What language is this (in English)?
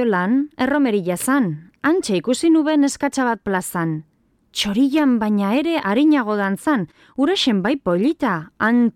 Basque